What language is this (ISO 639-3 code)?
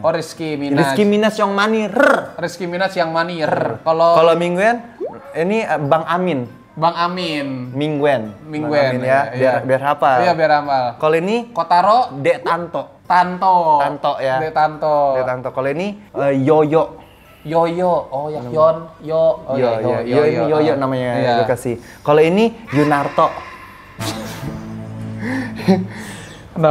ind